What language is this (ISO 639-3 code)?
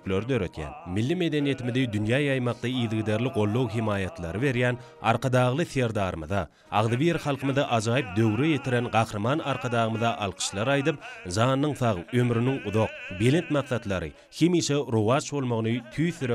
tuk